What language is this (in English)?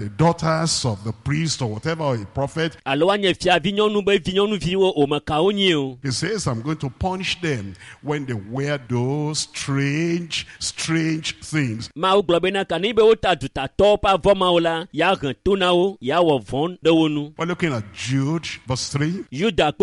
Ewe